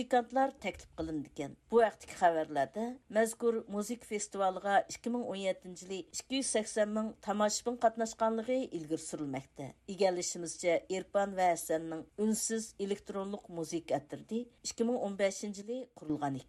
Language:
Uyghur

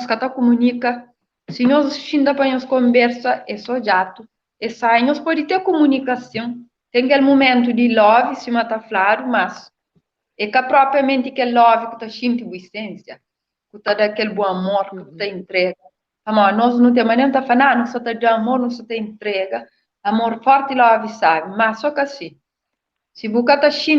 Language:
Kabuverdianu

